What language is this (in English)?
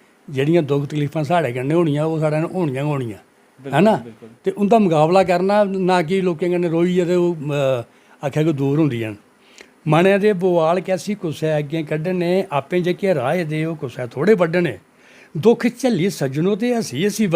Dogri